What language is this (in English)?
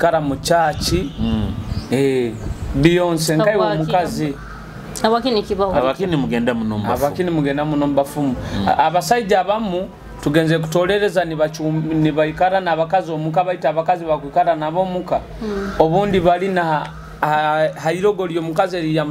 Nyoro